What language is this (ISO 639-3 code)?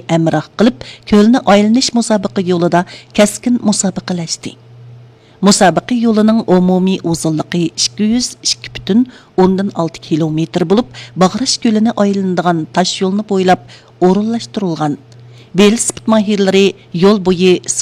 uig